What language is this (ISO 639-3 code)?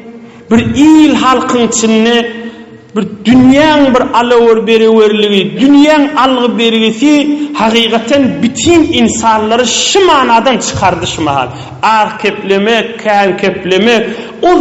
tuk